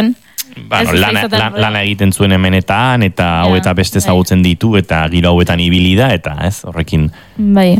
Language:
Basque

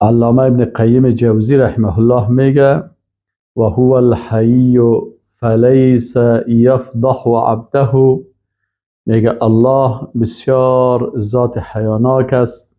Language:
Persian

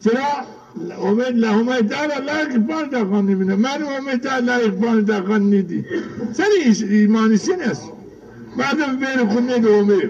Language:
Zaza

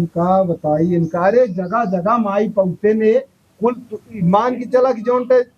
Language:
Awadhi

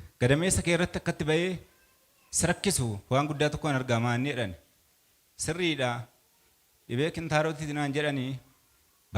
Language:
Oromo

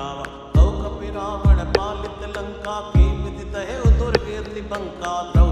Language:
Awadhi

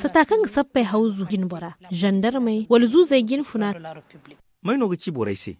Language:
Zarma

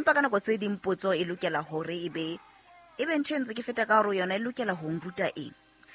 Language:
Southern Sotho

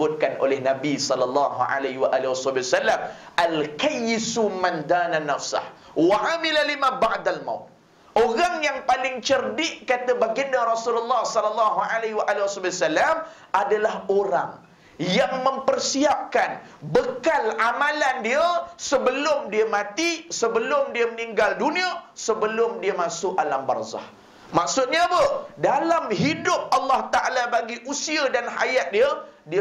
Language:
Malay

